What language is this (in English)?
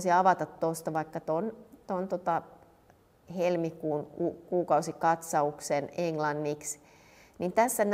Finnish